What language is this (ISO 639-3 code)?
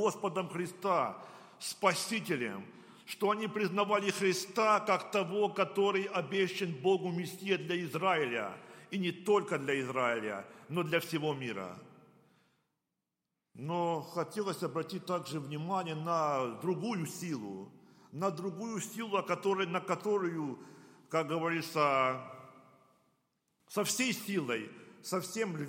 rus